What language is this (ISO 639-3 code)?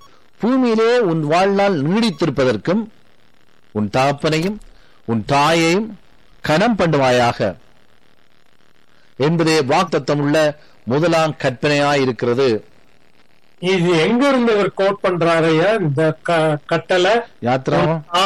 tam